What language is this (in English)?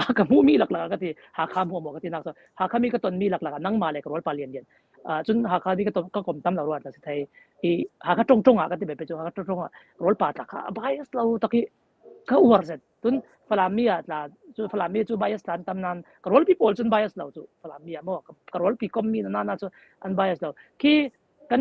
Falam Chin